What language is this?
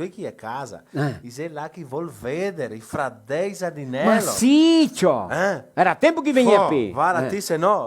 Venetian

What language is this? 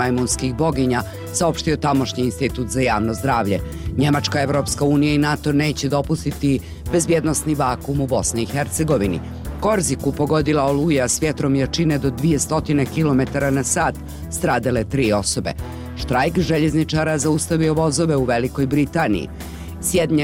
Bosnian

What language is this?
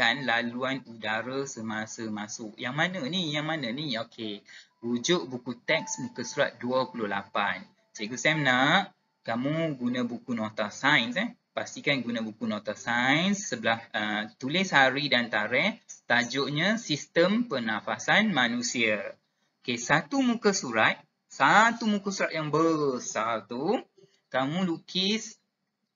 Malay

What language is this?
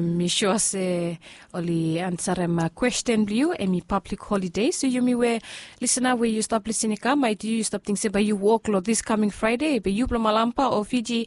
Bislama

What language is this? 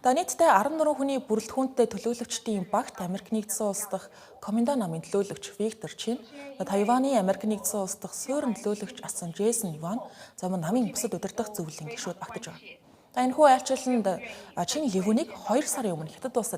Mongolian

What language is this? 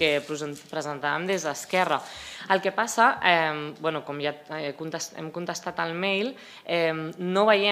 Catalan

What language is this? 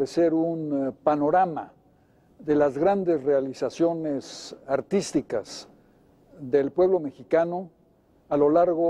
Spanish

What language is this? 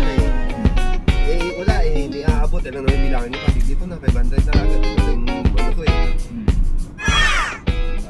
Filipino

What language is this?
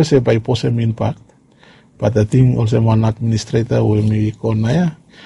Bislama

